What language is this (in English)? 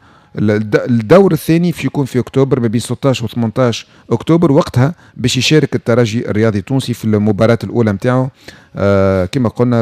Tunisian Arabic